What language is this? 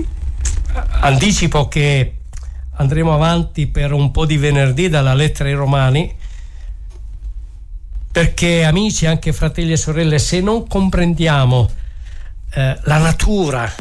Italian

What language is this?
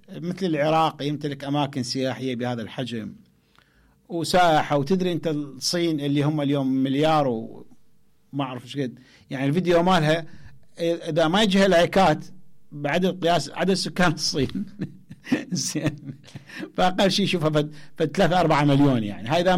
Mesopotamian Arabic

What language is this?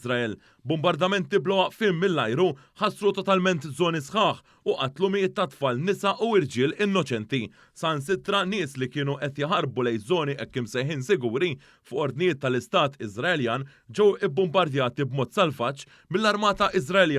Maltese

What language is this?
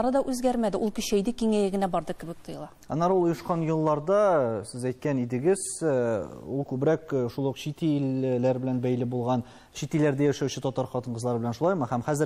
Tatar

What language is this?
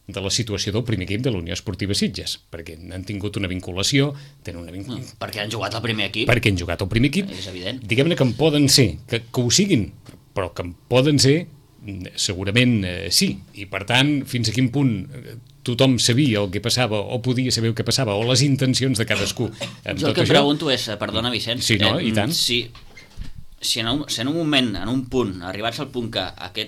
Catalan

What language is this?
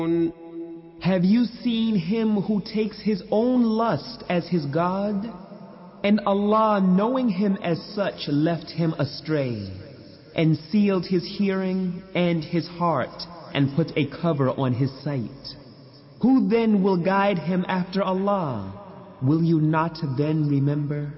English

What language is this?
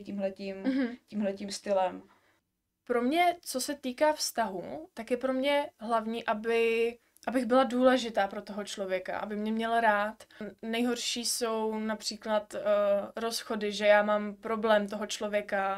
Czech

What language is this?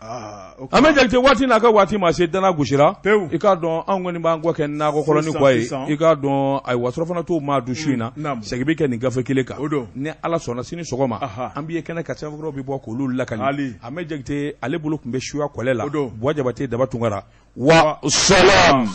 Bambara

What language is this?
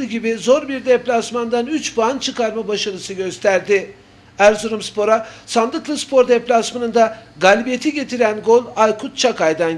Turkish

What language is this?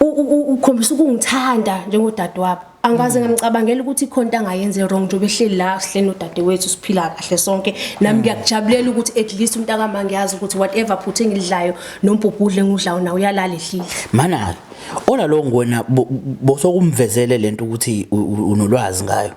Zulu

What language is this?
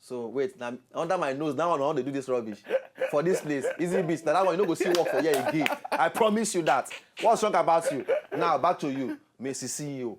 Nigerian Pidgin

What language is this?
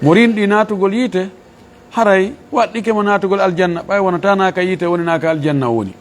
Fula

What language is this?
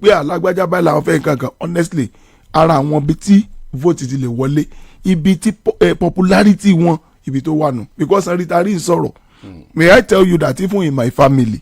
Yoruba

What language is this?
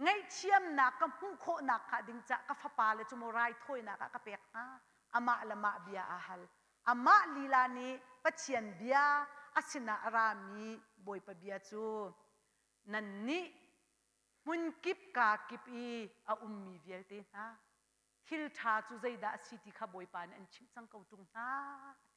Hakha Chin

